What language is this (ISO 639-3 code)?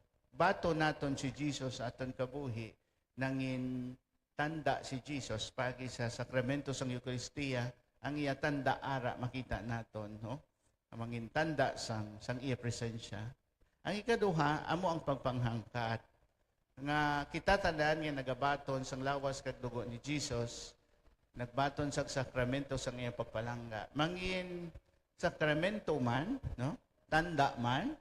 hil